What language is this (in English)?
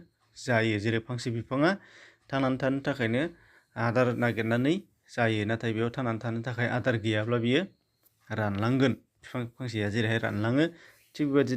Bodo